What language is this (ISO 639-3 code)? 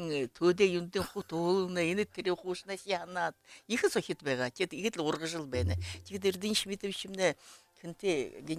bua